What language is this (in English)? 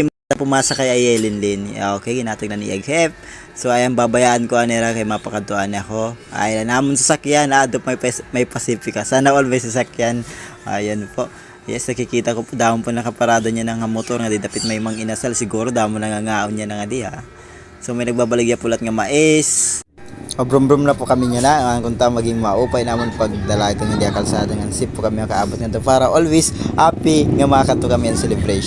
Waray